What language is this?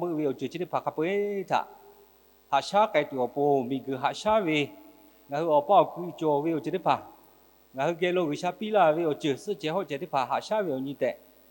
Lahu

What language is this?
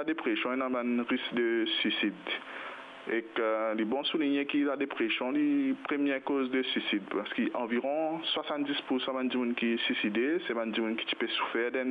Morisyen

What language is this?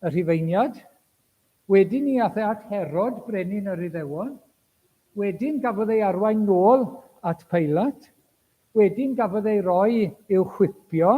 Welsh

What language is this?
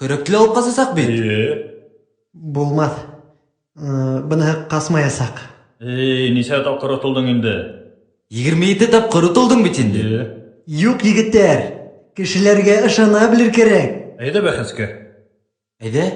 Bashkir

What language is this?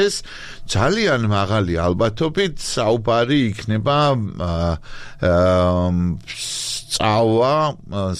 Georgian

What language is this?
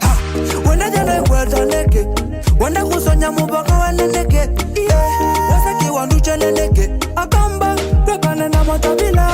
Kamba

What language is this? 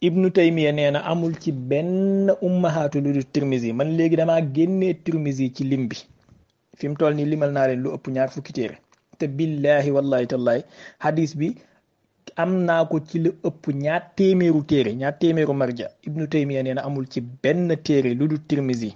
Wolof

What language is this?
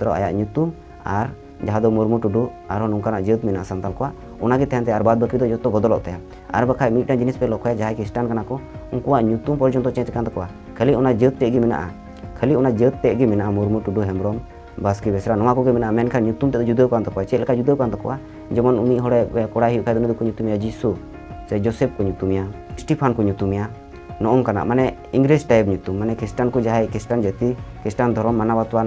Santali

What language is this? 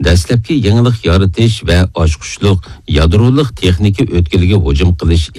Uyghur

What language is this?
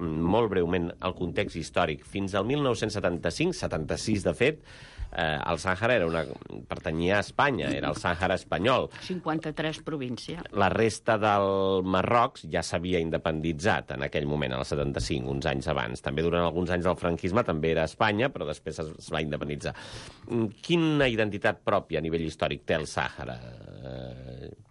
Catalan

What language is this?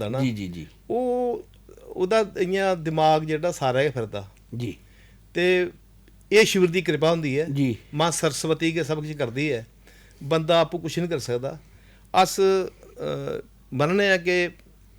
Dogri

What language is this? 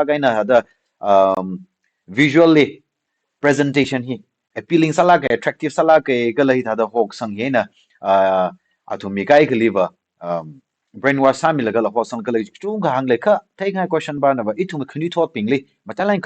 Tangkhul Naga (India)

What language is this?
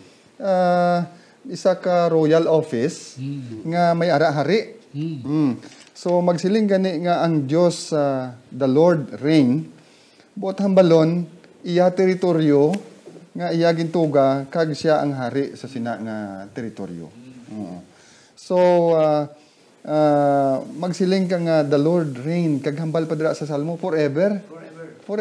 Hiligaynon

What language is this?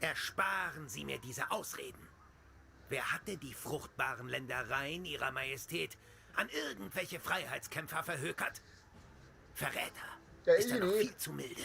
Bavarian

